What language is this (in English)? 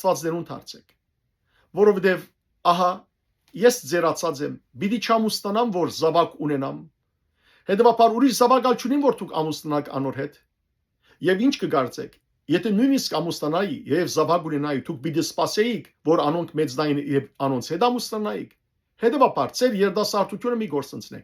Western Armenian